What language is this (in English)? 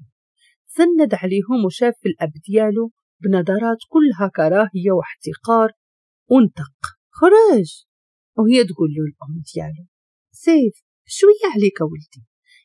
Moroccan Arabic